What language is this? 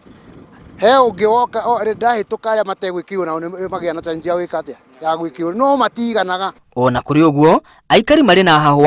Kikuyu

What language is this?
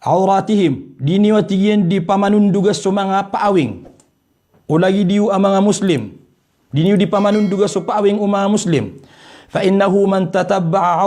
Maranao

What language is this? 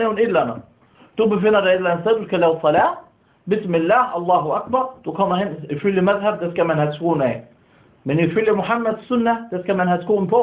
Danish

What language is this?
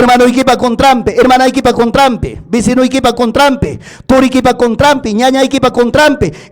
Ayacucho Quechua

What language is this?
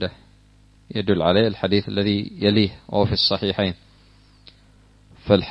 Arabic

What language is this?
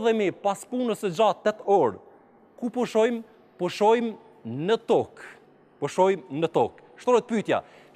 Albanian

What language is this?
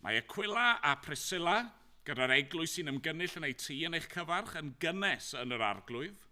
Welsh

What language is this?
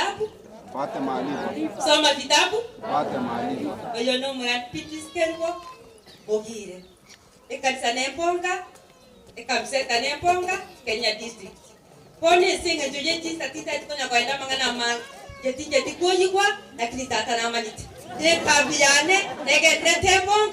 Gusii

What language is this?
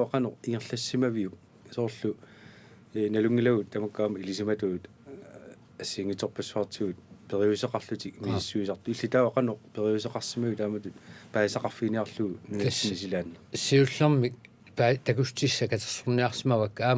Kalaallisut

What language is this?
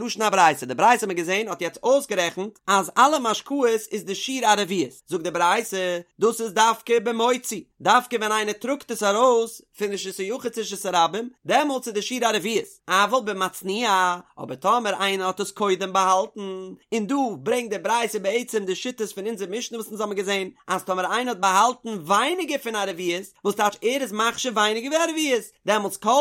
Yiddish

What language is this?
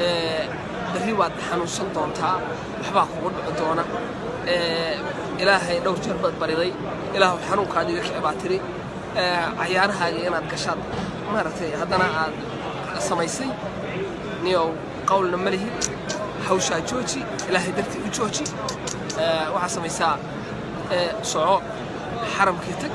Somali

